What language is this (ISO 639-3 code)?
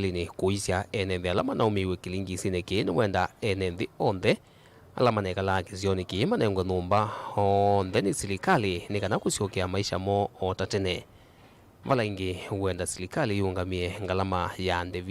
kam